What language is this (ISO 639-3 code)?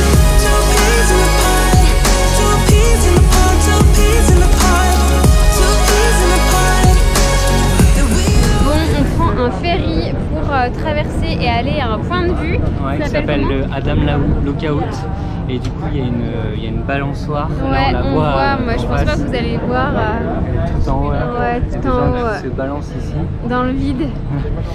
fra